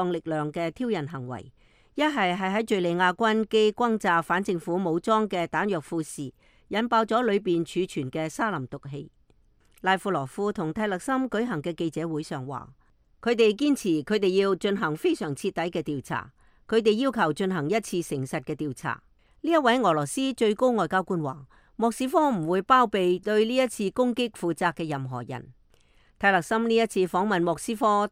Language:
Cantonese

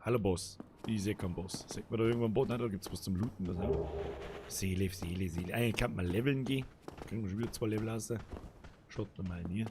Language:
Bavarian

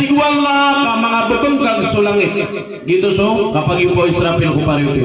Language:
Maranao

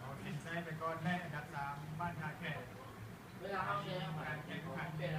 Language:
Lao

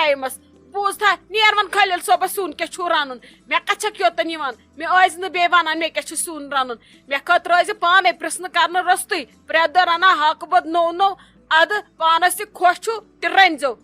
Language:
Kashmiri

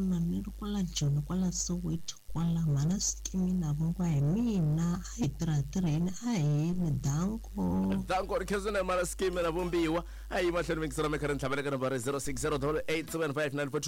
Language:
Tsonga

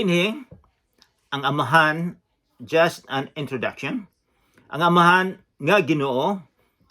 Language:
Cebuano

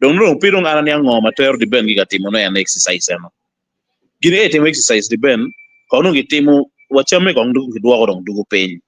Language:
Acoli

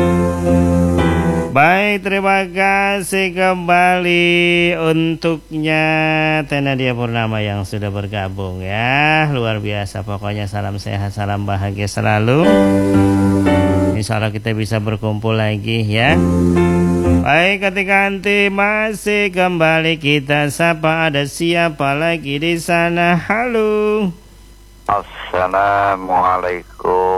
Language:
Indonesian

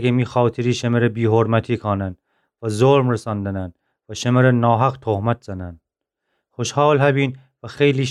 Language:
Gilaki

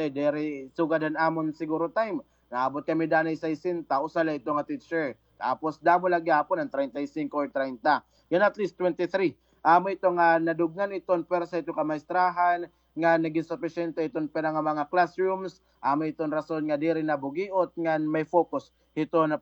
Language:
Waray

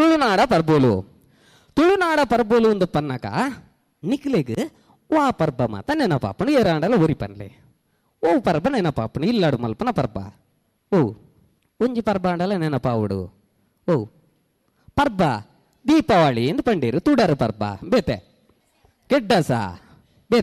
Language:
Tulu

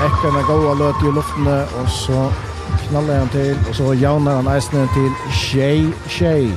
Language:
Faroese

